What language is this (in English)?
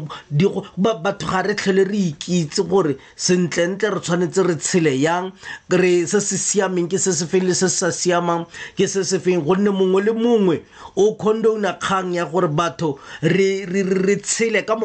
Tswana